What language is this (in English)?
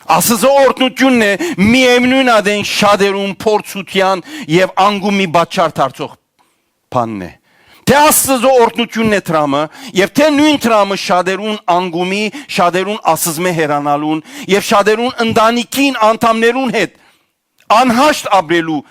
Western Armenian